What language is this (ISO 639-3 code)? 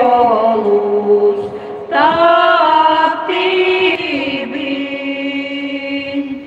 sah